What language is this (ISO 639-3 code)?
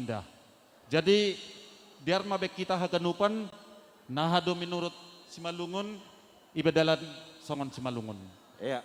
bts